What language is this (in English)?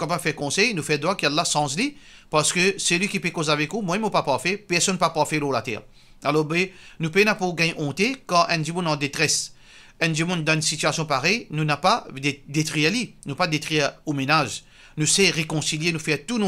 Morisyen